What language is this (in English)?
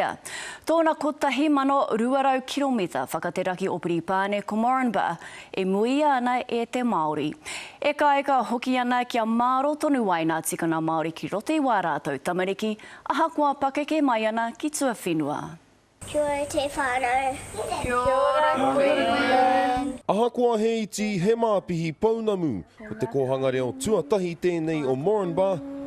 Māori